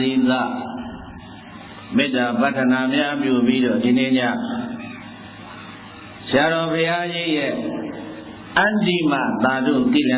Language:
Burmese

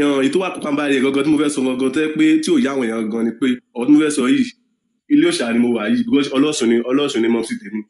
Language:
Yoruba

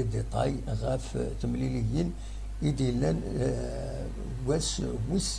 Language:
Kabyle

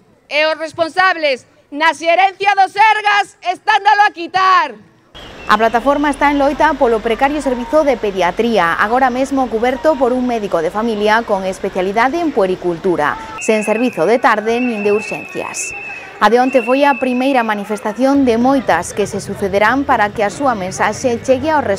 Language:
Galician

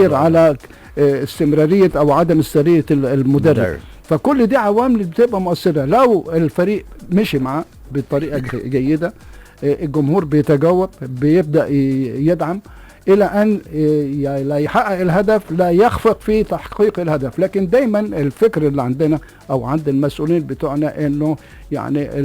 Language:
Egyptian Arabic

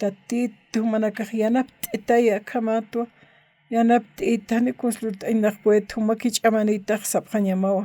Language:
Aymara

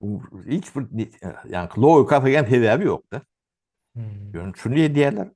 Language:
Turkmen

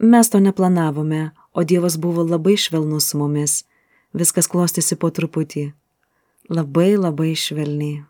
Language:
Lithuanian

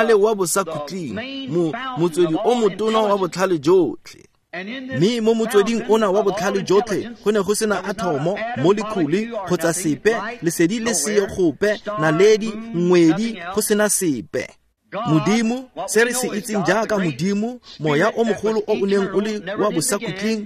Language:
Tswana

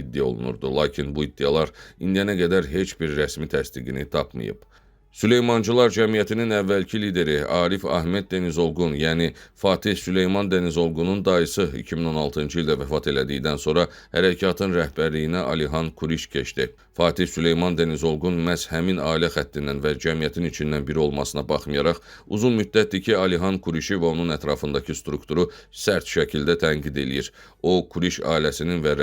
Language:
Azerbaijani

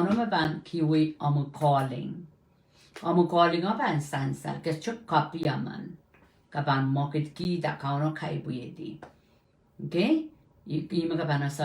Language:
Pohnpeian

